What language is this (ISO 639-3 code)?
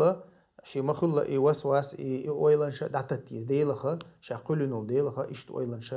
che